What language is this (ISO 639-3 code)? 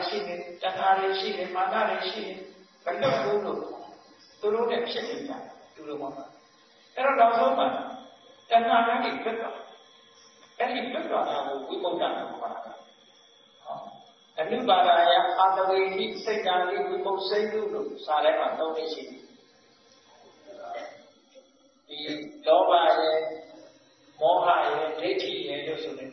mya